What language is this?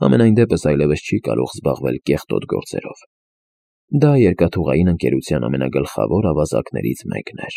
Armenian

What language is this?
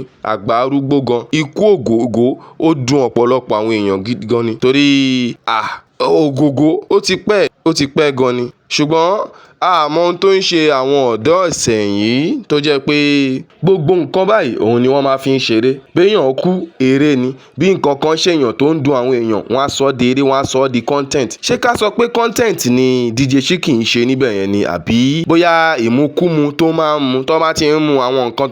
Yoruba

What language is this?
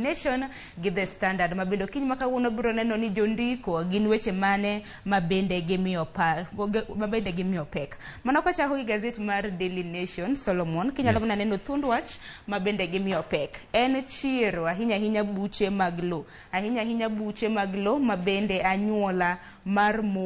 Luo (Kenya and Tanzania)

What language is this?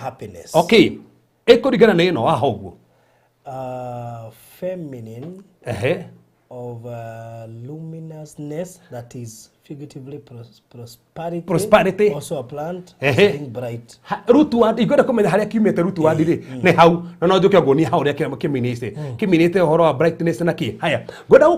Kikuyu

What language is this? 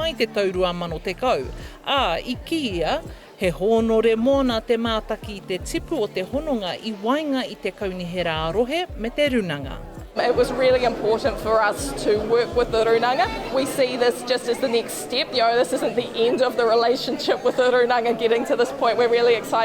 Māori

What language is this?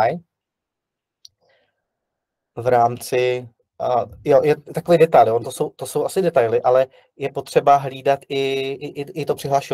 Czech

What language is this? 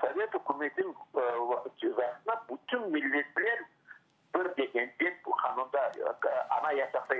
Crimean Tatar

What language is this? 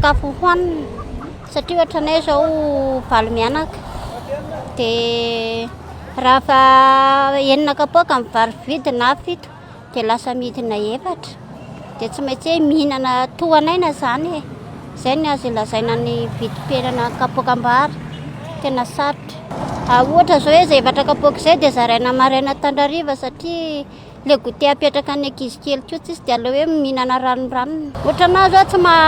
Malagasy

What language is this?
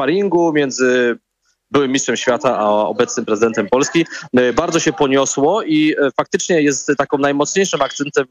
Polish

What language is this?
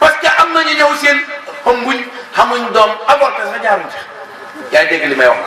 Wolof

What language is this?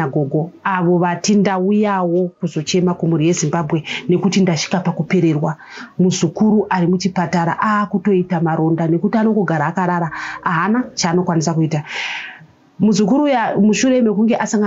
Shona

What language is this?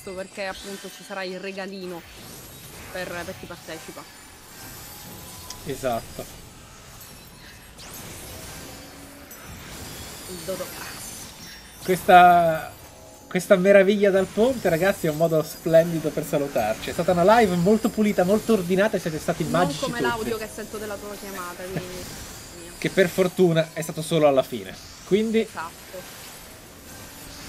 Italian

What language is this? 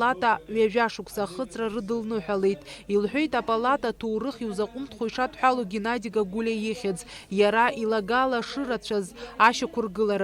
Abkhazian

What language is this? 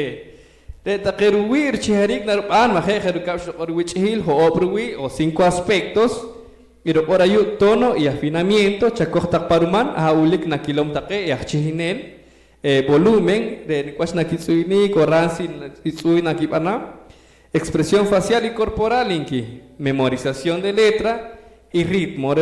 Poqomchi'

